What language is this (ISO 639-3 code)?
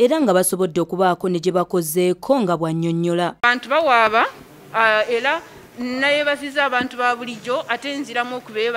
lug